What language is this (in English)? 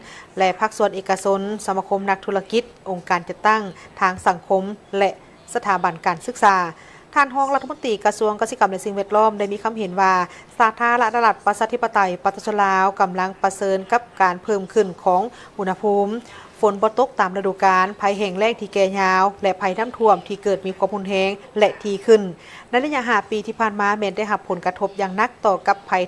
Lao